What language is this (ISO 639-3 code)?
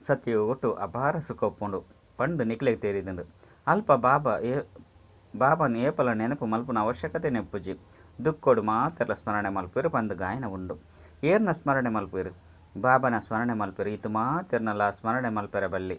tcy